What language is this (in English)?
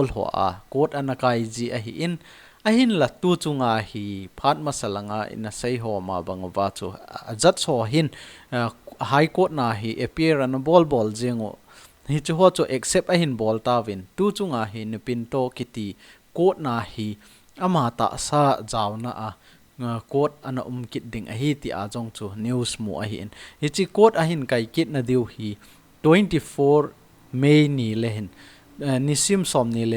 Thado Chin